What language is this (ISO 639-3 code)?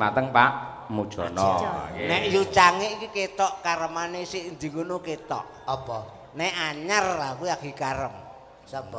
jav